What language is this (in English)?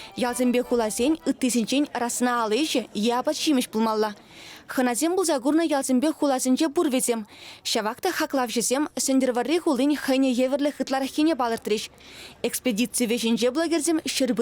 Chuvash